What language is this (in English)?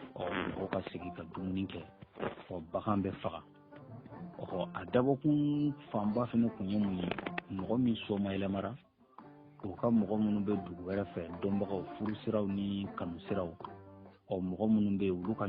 Bambara